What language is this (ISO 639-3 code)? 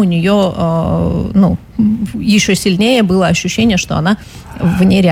rus